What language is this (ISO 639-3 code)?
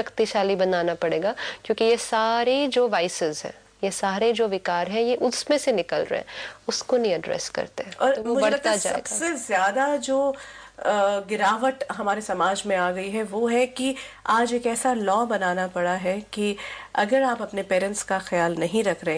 hin